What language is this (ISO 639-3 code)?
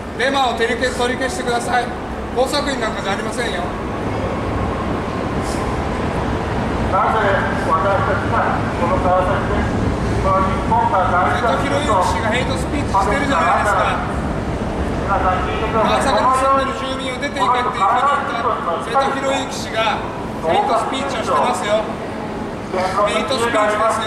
jpn